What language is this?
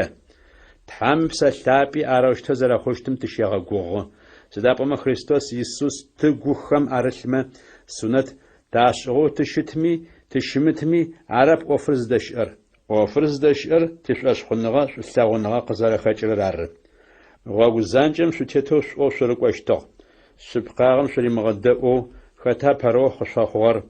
Adyghe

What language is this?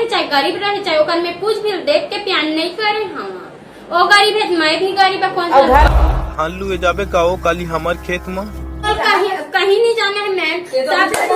Chhattisgarhi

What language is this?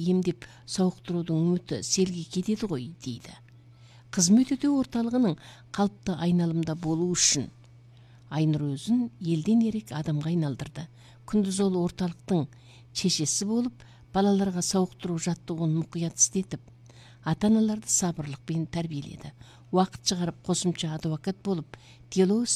Kazakh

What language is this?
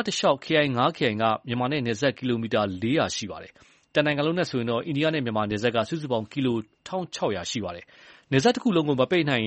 Burmese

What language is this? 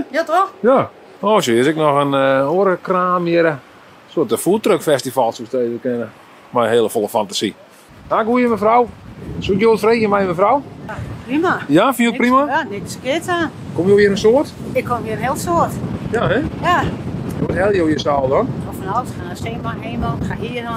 Western Frisian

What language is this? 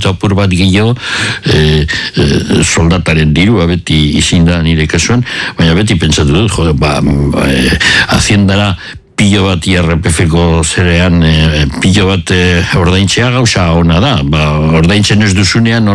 Basque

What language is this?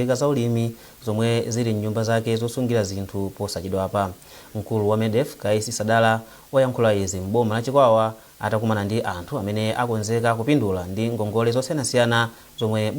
Nyanja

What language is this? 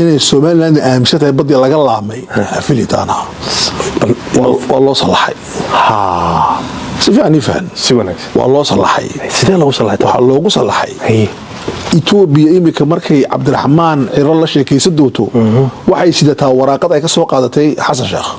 Somali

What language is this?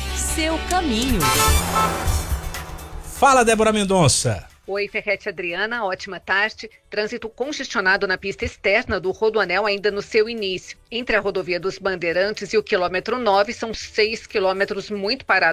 Portuguese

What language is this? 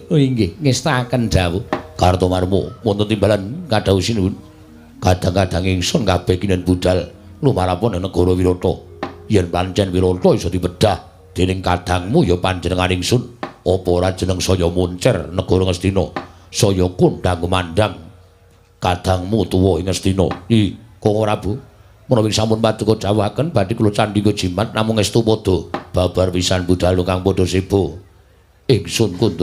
Javanese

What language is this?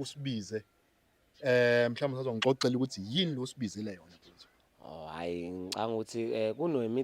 Zulu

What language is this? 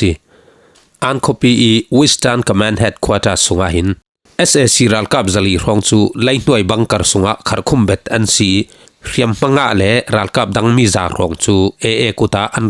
Falam Chin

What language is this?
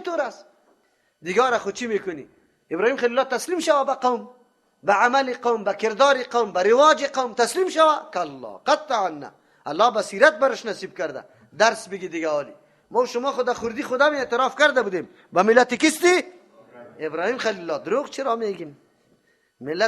Persian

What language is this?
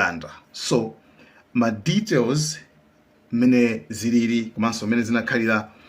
Nyanja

